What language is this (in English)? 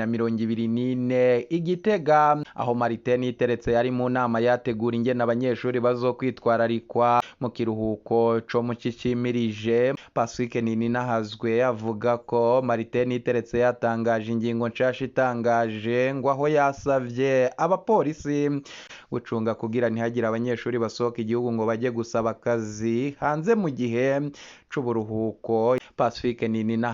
Rundi